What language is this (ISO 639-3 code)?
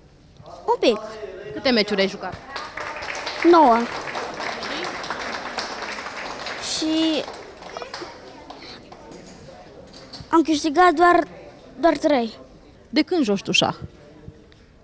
ron